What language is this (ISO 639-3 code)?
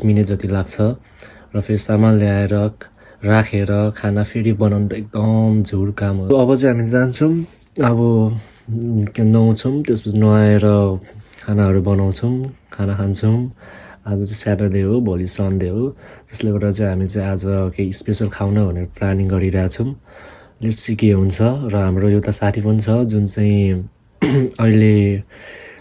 nep